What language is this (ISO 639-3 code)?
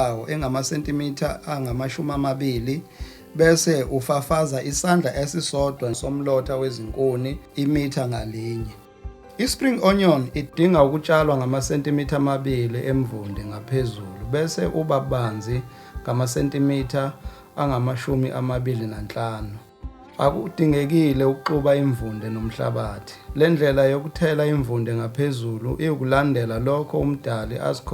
zul